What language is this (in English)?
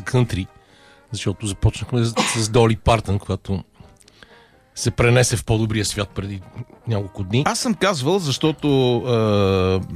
Bulgarian